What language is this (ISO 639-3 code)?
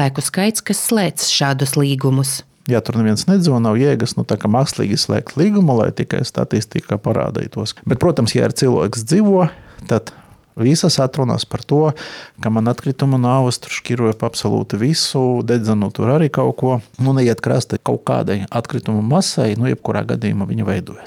lav